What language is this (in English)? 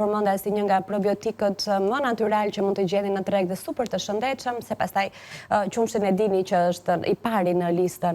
Albanian